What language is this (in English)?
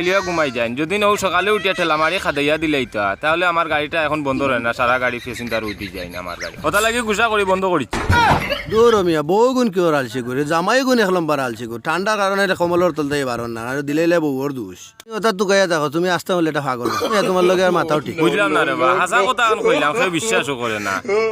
Sylheti